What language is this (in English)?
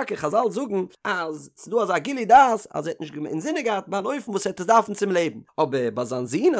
Yiddish